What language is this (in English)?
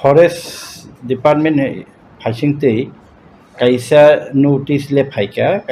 Kok Borok